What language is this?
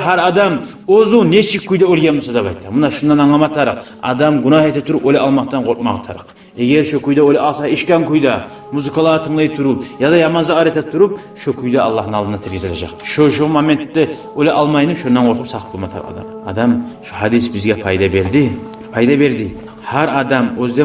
Kumyk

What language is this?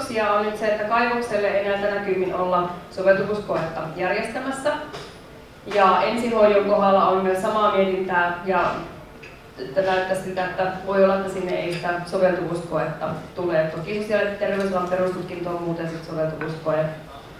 Finnish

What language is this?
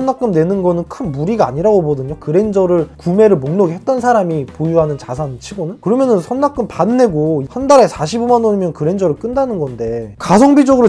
Korean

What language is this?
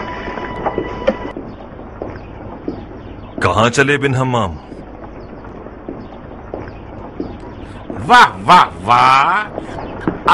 Urdu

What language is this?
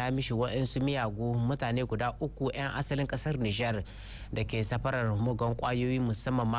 Hausa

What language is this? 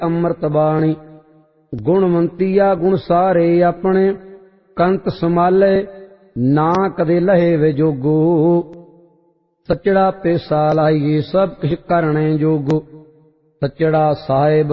Punjabi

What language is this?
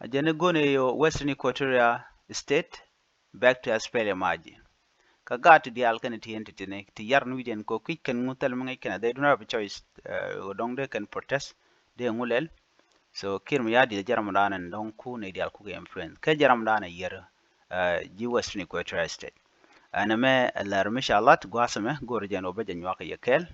Nuer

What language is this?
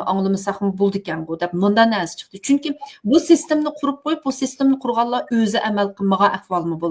Uyghur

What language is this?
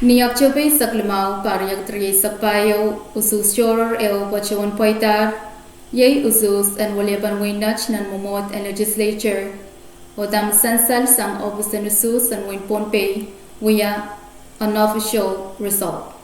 Pohnpeian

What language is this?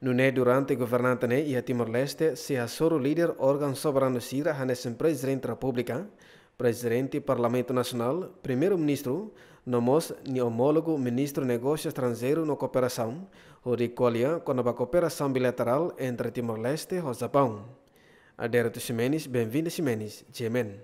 Tetum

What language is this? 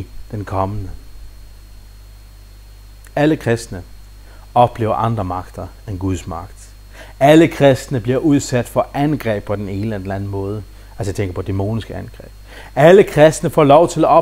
Danish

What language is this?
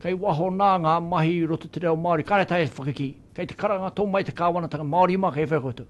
Māori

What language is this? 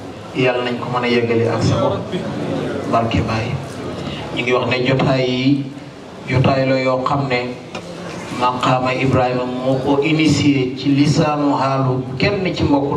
Wolof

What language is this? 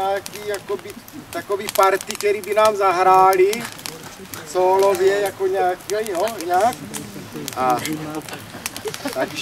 Czech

